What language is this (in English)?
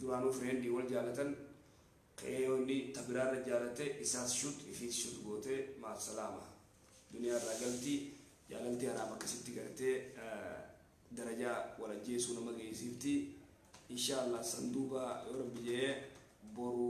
Oromo